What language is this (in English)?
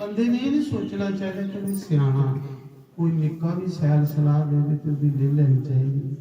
Dogri